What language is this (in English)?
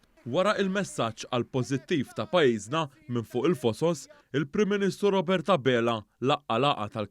Maltese